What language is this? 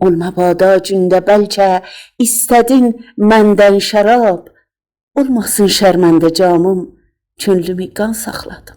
South Azerbaijani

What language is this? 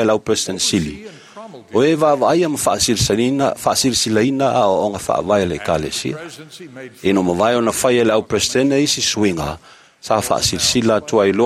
Samoan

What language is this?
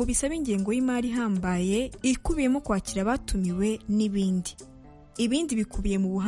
Kinyarwanda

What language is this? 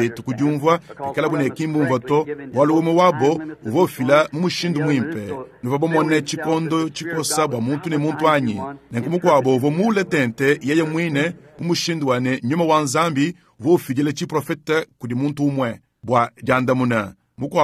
Luba-Lulua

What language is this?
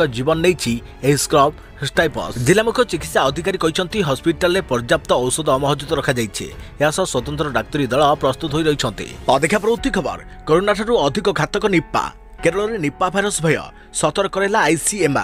Odia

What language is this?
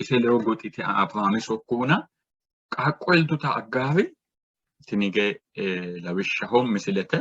Sidamo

